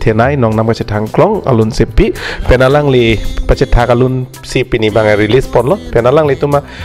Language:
Karbi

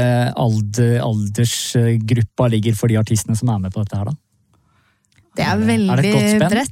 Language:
Norwegian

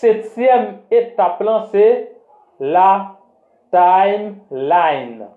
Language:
Haitian Creole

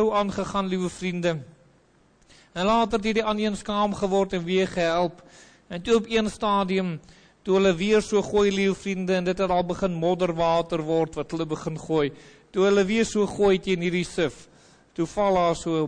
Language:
Afrikaans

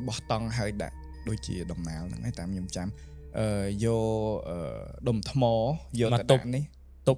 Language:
Khmer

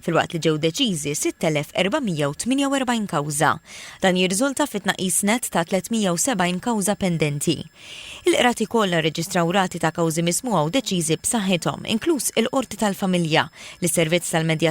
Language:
Maltese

